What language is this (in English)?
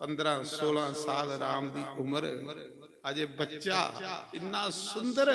Dogri